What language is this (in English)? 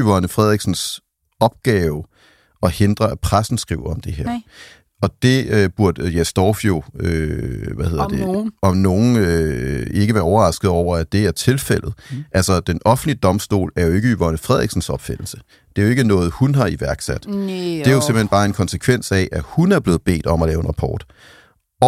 Danish